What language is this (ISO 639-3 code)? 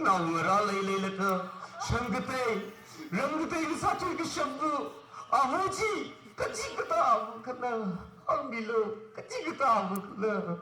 nmf